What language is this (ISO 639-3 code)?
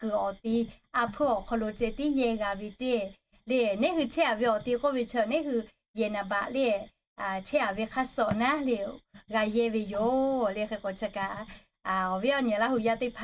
lhu